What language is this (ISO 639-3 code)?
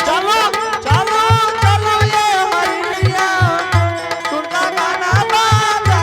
anp